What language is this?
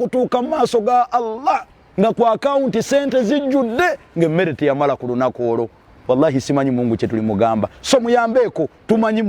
Ganda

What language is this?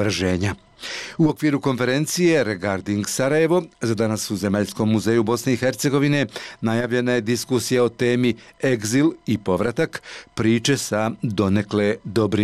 Bosnian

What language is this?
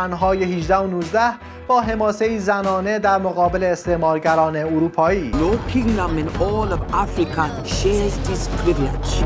Persian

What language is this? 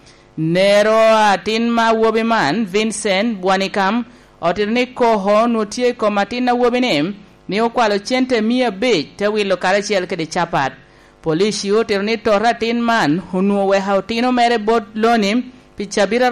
Lango (Uganda)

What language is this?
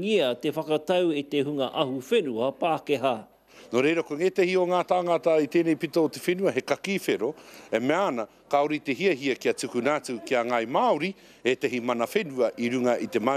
Māori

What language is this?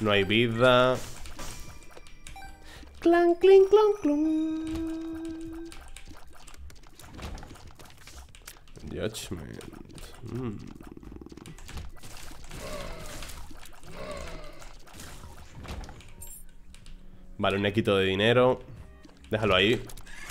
Spanish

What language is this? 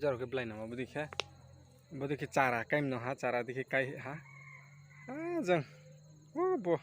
Riang (India)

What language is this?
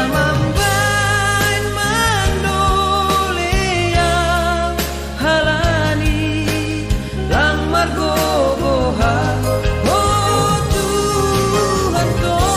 Batak Simalungun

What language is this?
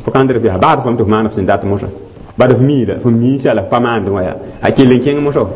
Mossi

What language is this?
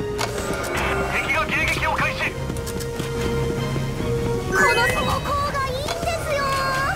Japanese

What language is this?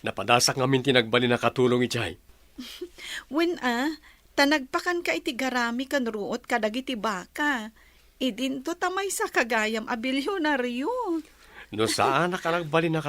Iloko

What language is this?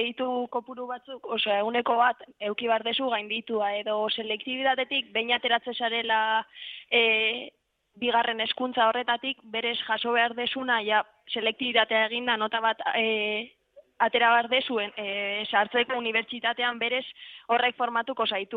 Basque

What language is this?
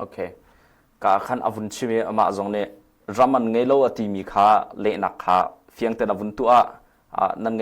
Hakha Chin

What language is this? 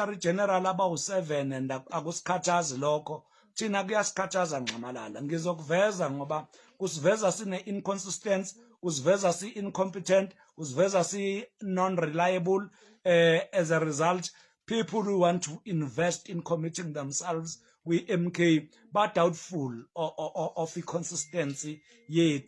Zulu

